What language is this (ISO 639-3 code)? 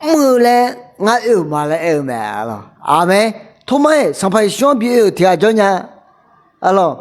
ahk